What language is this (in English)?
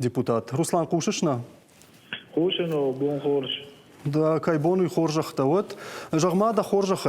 Ossetic